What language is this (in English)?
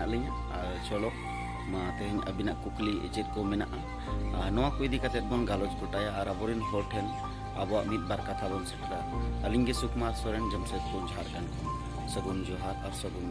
Santali